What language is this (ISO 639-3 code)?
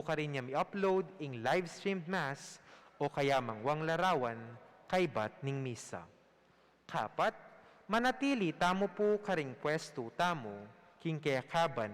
pam